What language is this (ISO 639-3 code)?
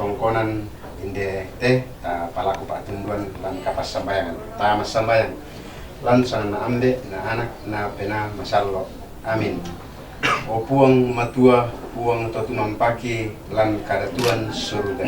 sda